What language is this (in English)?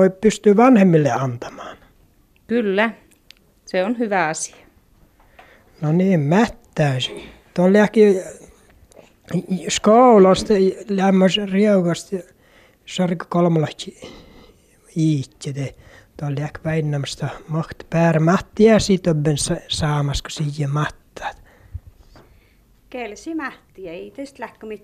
Finnish